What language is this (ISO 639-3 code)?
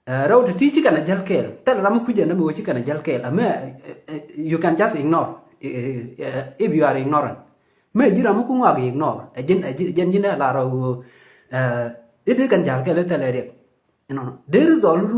nus